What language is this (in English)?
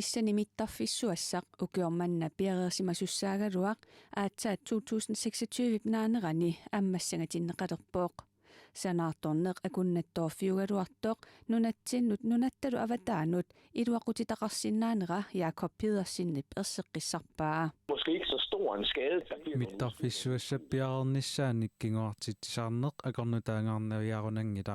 Kalaallisut